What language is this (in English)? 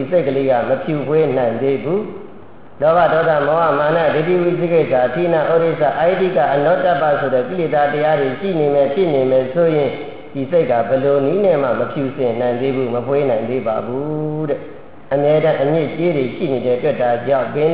Burmese